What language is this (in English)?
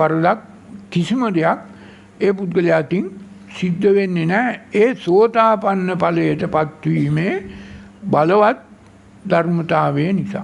Sinhala